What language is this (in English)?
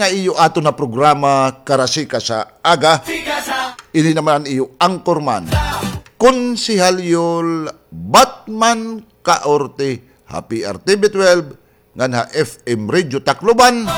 Waray